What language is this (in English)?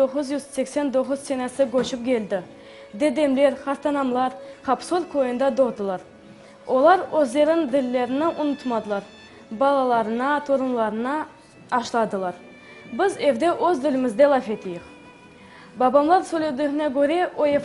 Crimean Tatar